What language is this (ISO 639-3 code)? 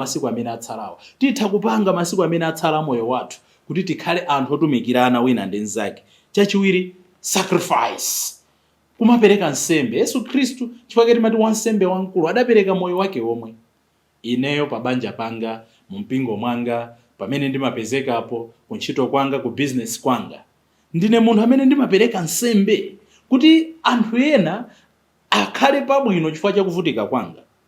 nya